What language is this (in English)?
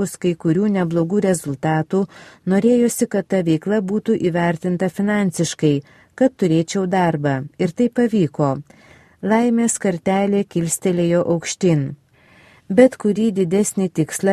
Lithuanian